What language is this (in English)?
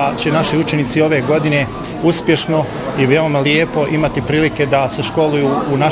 Bosnian